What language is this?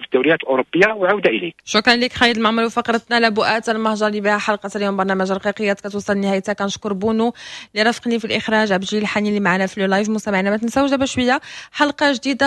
Moroccan Arabic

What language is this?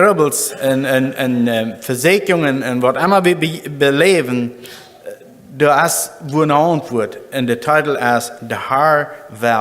Plautdietsch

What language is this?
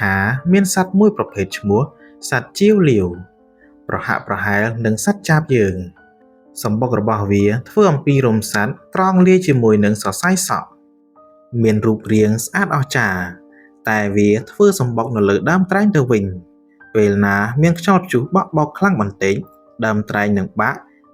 Khmer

